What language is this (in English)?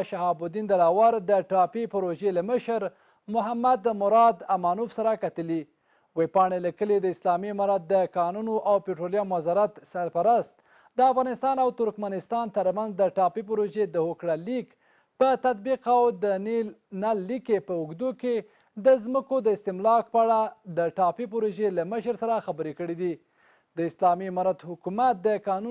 Pashto